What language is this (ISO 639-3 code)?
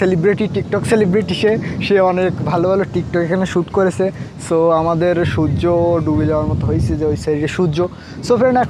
ben